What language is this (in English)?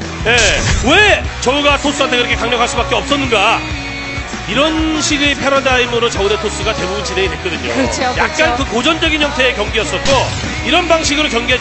Korean